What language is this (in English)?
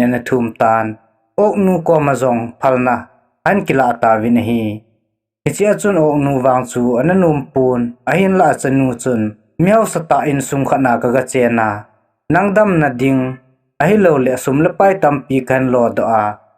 Thado Chin